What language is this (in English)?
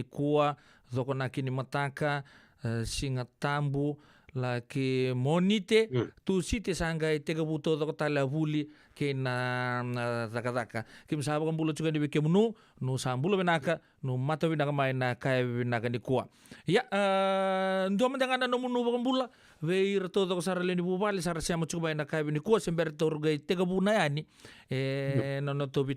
Fijian